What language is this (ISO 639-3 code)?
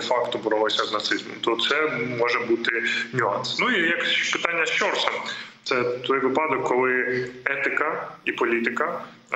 ukr